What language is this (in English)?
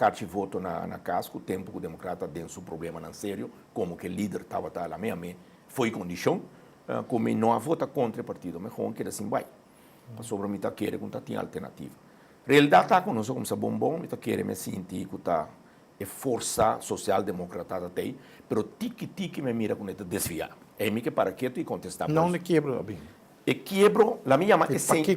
Papiamento